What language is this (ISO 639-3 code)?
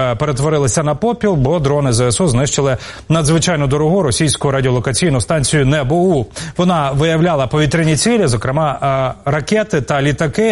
ukr